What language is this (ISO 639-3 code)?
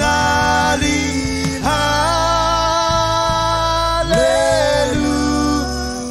mah